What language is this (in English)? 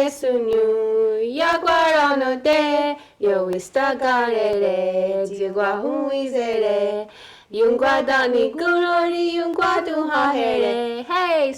Mohawk